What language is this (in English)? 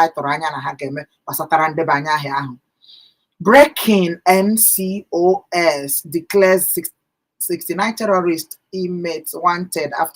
Igbo